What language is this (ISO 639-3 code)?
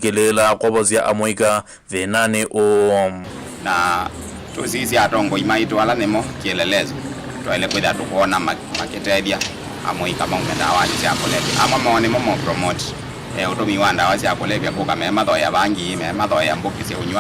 kam